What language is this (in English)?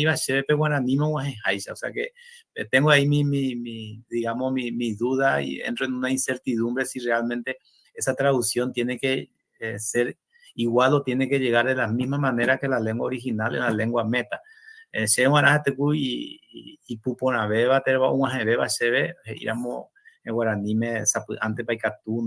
Guarani